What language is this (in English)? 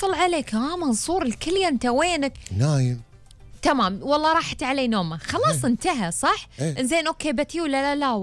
Gulf Arabic